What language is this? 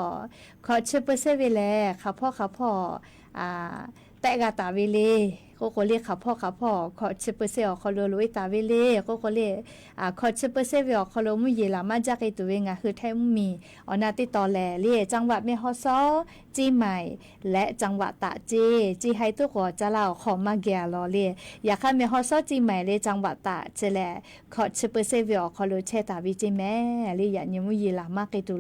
Lahu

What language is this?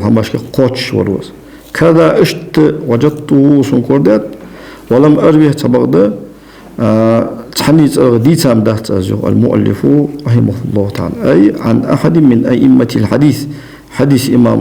Ingush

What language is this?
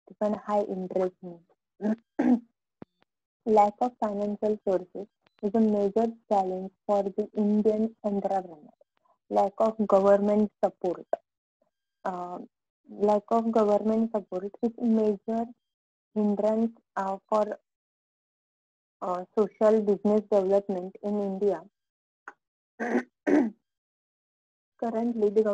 Marathi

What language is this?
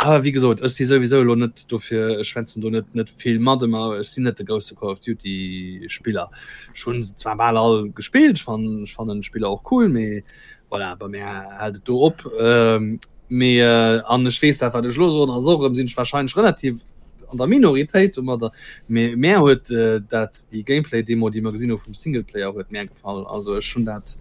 Luxembourgish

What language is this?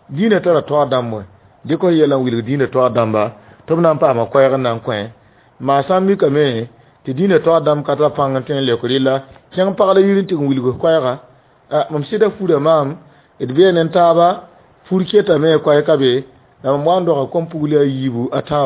Mossi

